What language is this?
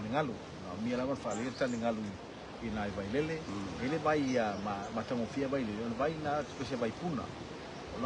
Samoan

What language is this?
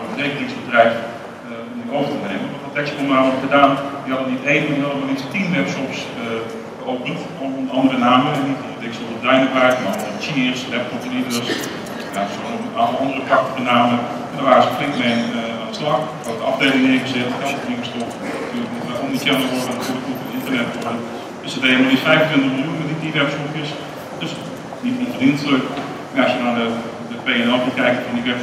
Dutch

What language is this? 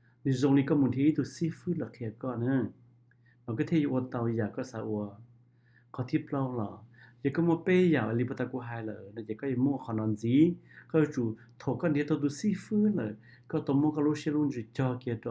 Hmong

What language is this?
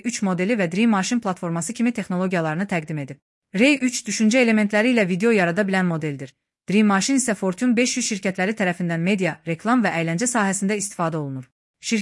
Azerbaijani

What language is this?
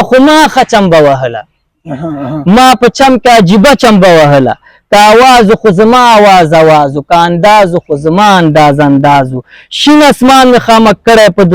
Pashto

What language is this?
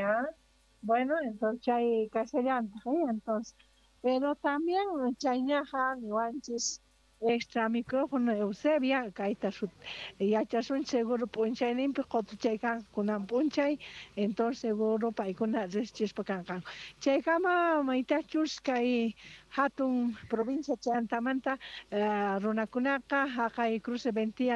South Bolivian Quechua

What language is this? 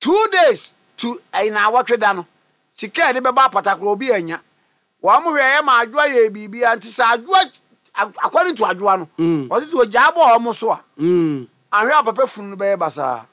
Akan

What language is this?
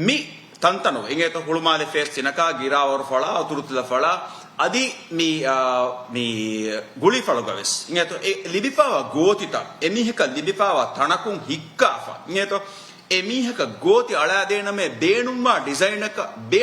Divehi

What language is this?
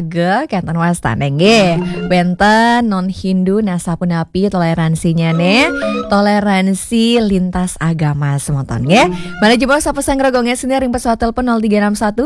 Balinese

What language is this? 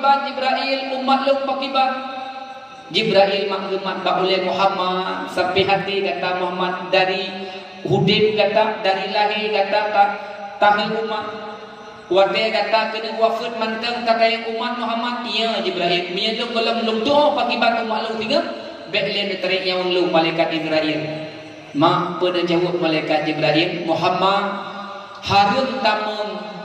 Achinese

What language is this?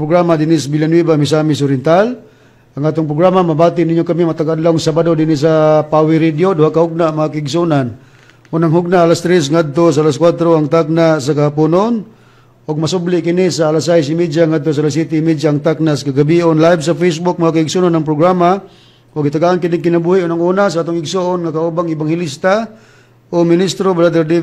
Cebuano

